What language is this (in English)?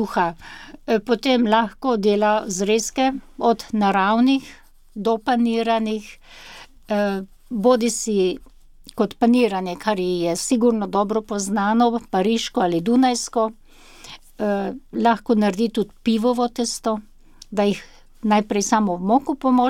Slovenian